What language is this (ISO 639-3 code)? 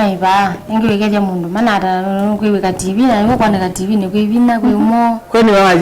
kam